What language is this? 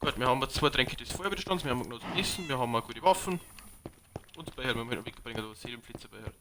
Bavarian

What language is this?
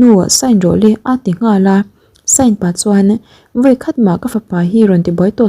Mizo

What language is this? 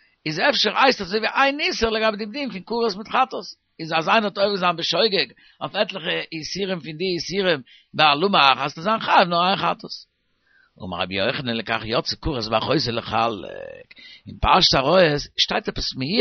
Yiddish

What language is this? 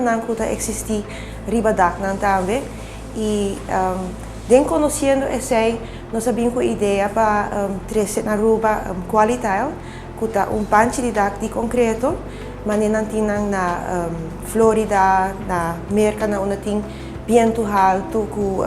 Papiamento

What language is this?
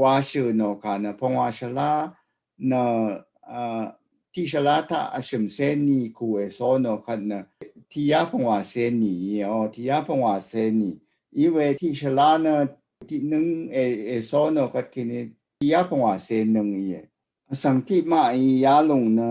Rawang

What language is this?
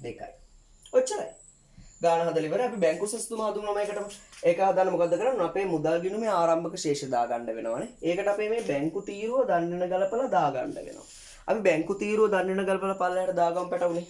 Sinhala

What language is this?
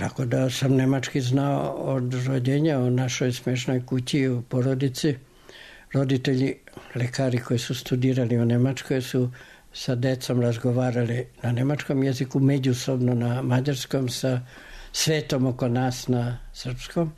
Serbian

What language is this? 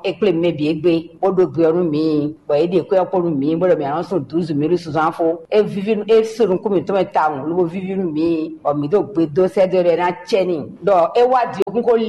Fon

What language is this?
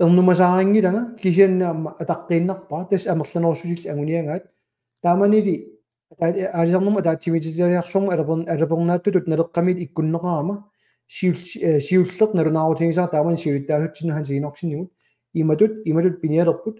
Kalaallisut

